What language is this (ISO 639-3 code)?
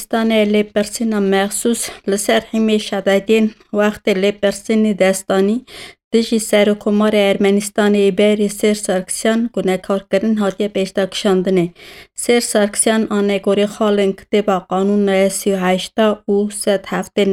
kur